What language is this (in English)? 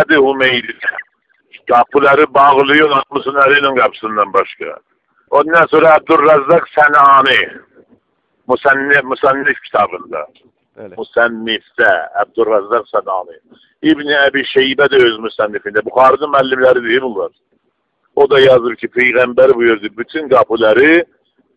Azerbaijani